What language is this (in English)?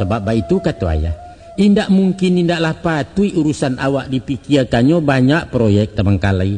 Minangkabau